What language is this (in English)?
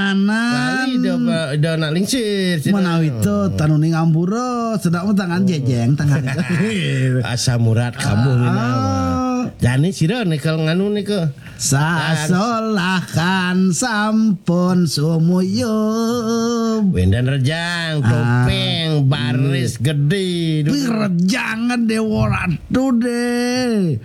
Balinese